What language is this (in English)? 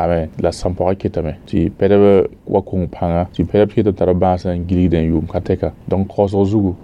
Mossi